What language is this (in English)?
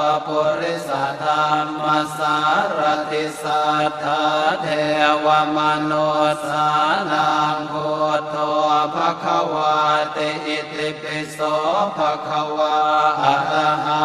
Pali